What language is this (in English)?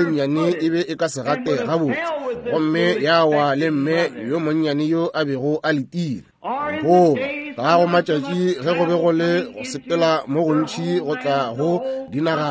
Northern Sotho